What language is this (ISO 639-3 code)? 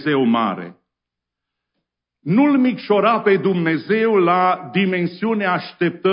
ron